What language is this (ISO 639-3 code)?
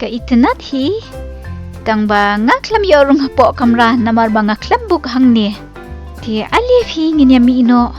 kha